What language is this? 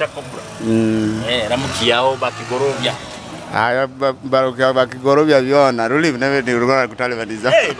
Nyoro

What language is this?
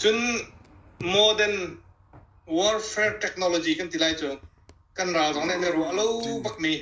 Hakha Chin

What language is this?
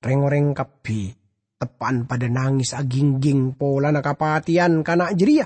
Madurese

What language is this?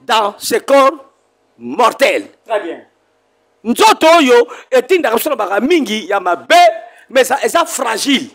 Lingala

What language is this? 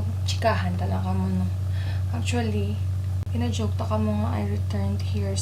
Hiligaynon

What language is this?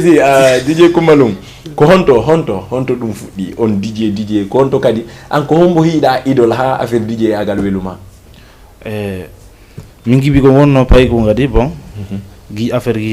Fula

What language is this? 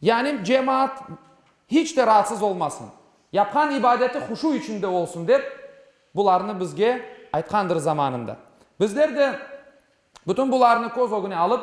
Crimean Tatar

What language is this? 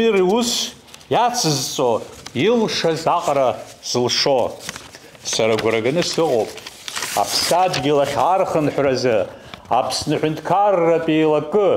Abkhazian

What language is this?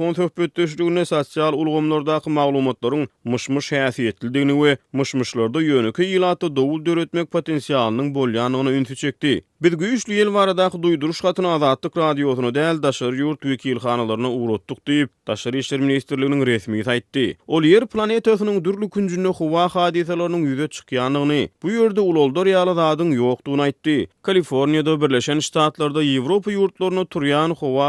Turkmen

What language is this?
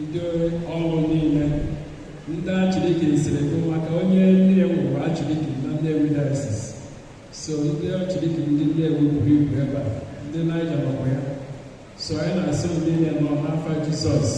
Igbo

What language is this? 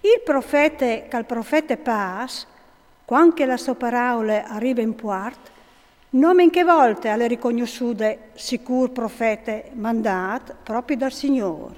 Friulian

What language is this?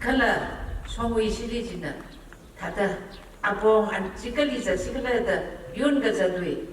Tangkhul Naga (India)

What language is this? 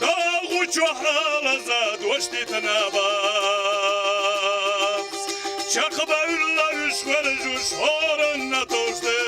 Chechen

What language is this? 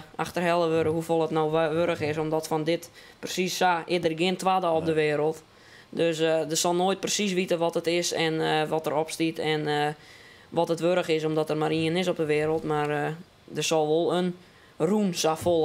Western Frisian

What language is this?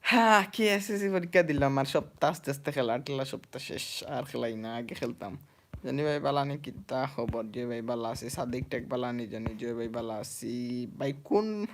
Sylheti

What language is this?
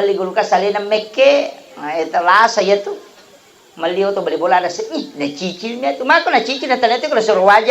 Buginese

